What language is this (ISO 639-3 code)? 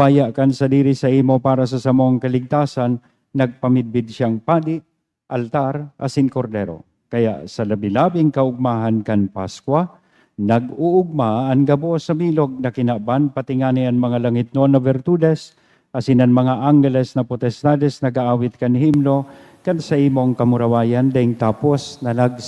bik